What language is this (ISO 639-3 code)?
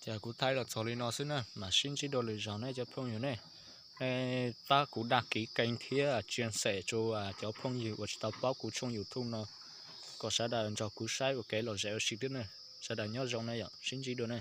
hmn